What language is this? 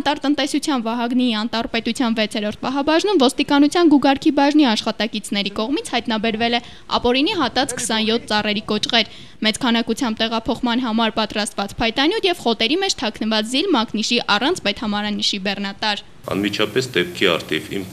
Armenian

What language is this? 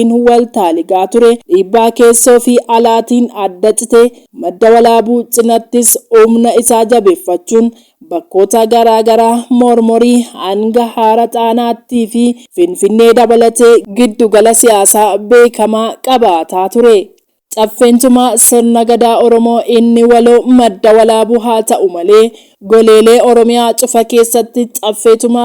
Oromo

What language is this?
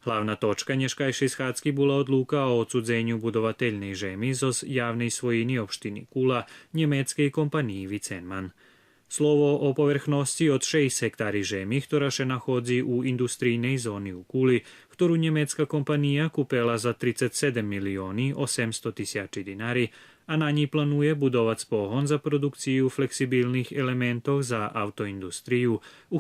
Rusyn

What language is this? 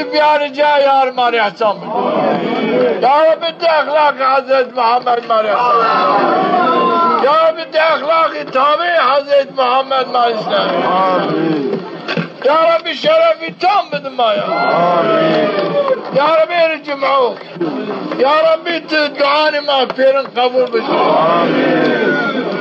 Zaza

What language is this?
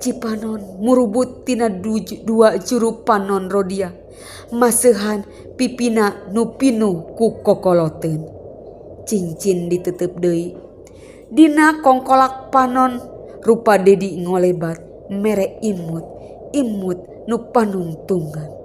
Sundanese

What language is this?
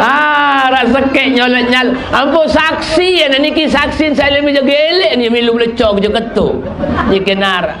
Sasak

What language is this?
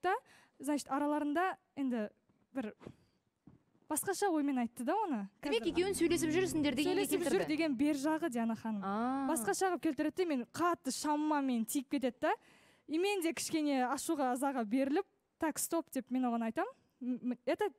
Kazakh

